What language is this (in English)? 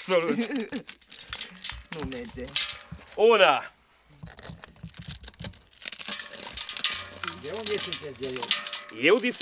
Romanian